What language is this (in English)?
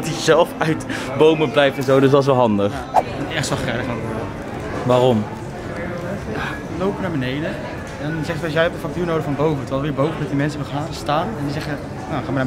Dutch